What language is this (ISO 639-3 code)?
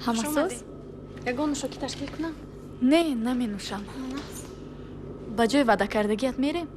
tgk